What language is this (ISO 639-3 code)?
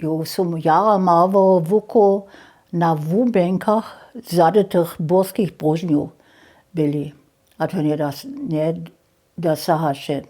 hsb